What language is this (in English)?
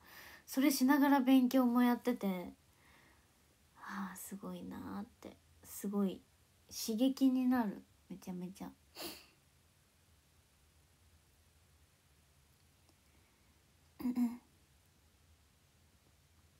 Japanese